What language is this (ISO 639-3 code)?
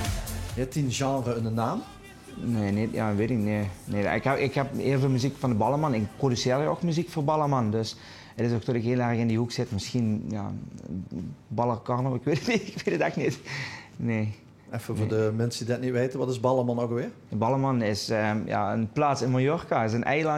lim